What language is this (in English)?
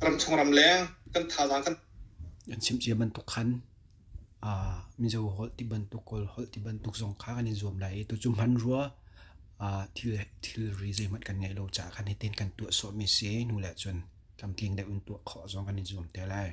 Hakha Chin